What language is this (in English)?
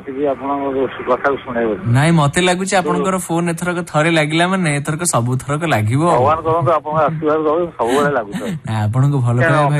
Odia